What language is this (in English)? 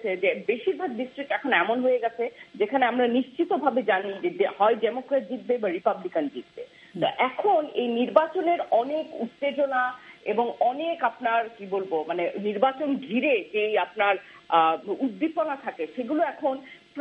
Bangla